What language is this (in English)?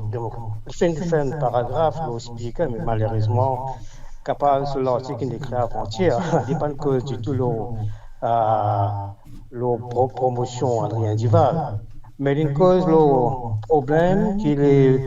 Morisyen